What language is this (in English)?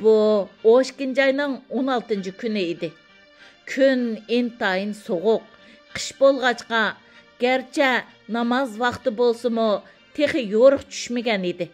Uyghur